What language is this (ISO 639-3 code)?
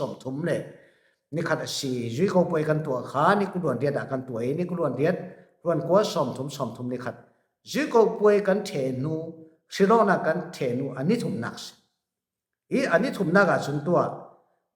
cfm